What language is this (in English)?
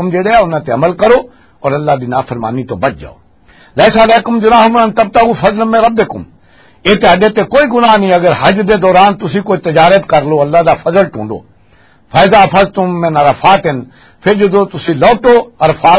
Western Panjabi